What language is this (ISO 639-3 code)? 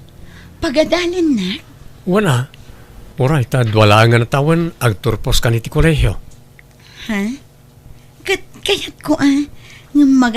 ilo